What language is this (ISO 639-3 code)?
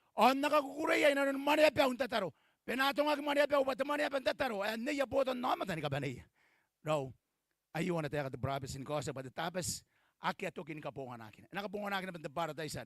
gil